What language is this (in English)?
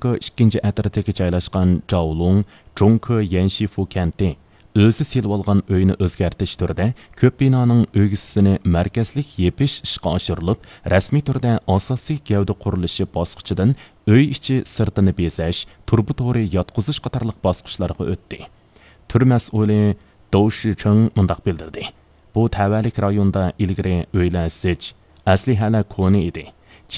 Uyghur